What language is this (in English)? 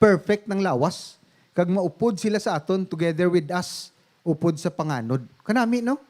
Hiligaynon